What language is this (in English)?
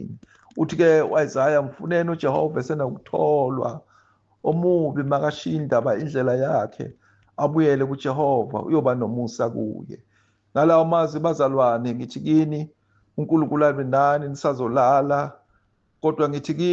Zulu